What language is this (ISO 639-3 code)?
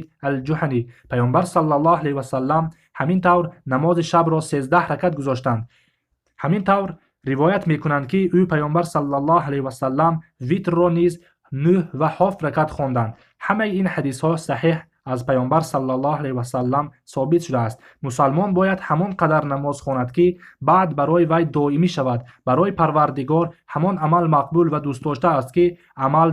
tgk